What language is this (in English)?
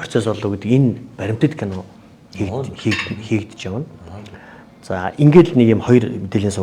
Mongolian